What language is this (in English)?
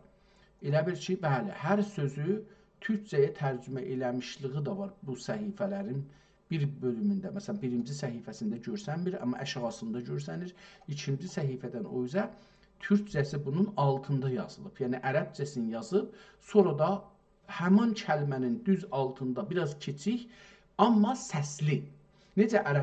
South Azerbaijani